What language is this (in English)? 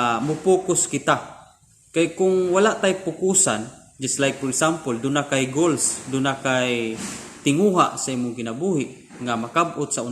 Cebuano